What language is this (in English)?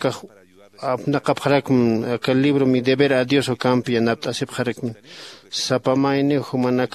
Aymara